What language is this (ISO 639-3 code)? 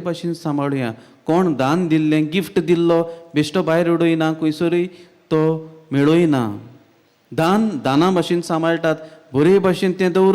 kok